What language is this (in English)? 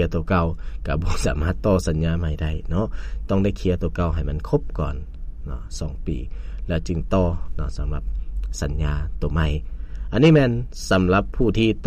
Lao